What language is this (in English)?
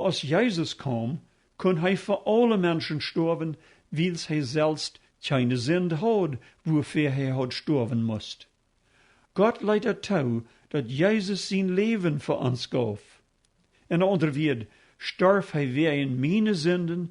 Plautdietsch